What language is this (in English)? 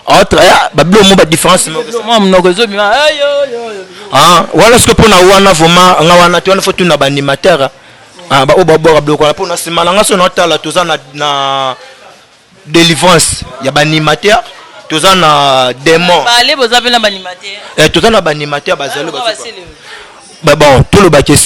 Lingala